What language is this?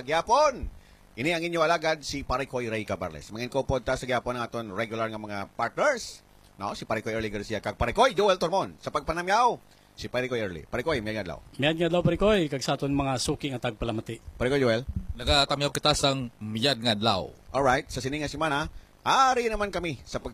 Hiligaynon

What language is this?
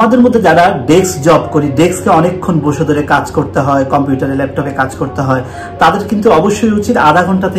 Bangla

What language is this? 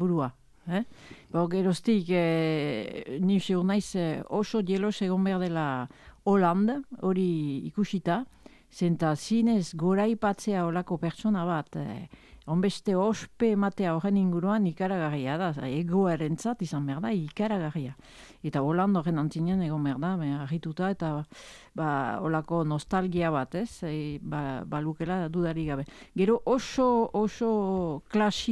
Basque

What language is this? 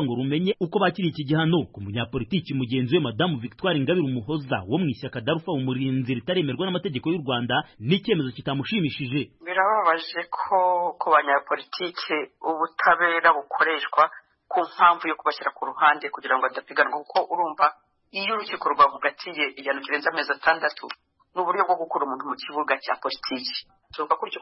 Kinyarwanda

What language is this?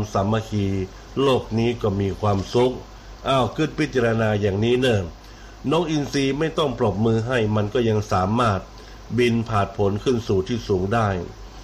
Thai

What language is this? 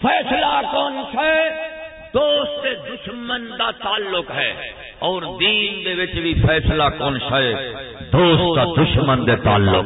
Saraiki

